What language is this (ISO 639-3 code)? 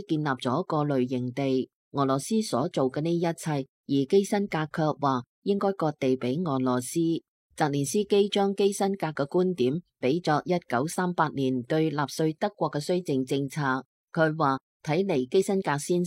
yue